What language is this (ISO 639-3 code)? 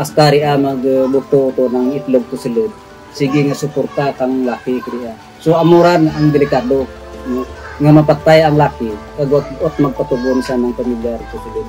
krj